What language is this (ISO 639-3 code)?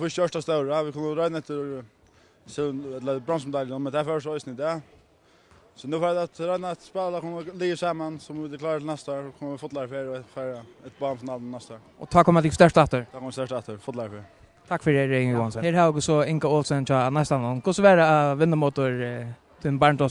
fao